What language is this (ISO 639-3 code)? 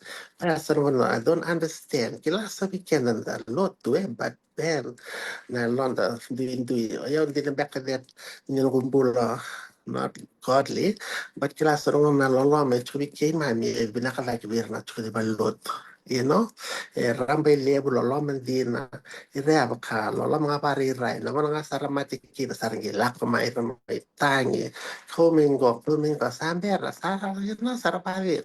fij